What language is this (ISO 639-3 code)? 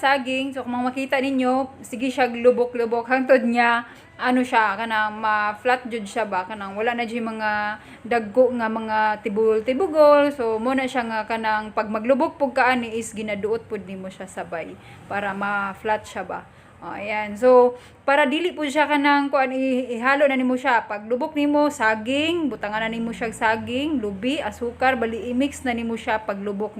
ceb